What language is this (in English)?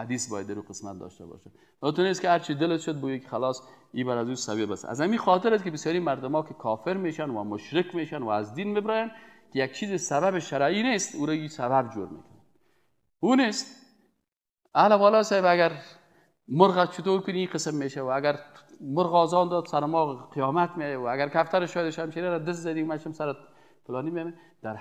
Persian